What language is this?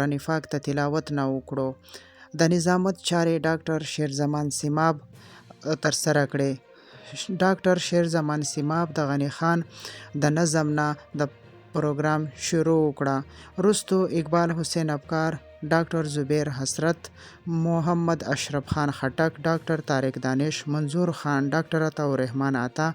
Pashto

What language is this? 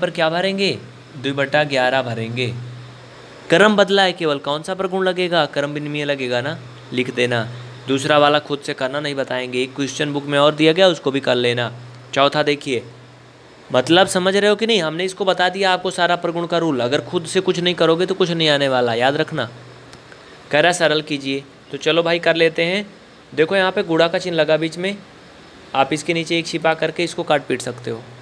Hindi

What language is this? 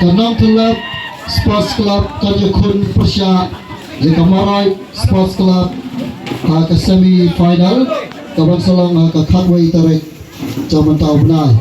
Khasi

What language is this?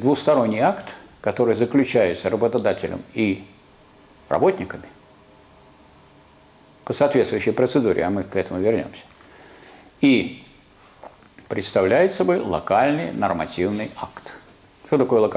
Russian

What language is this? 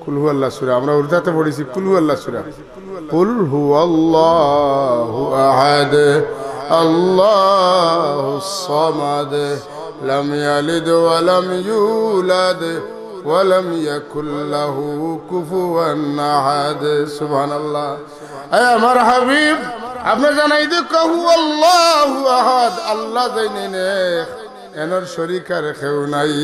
Sylheti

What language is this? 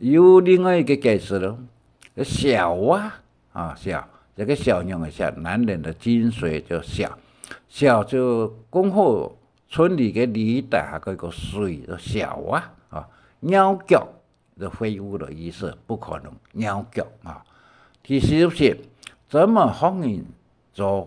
Hakka Chinese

